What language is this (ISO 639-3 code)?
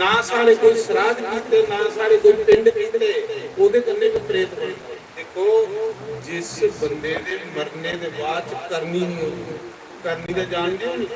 doi